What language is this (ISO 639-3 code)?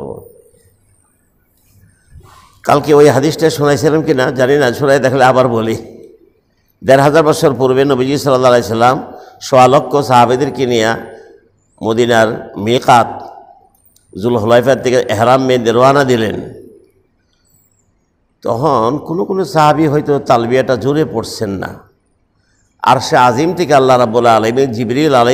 ben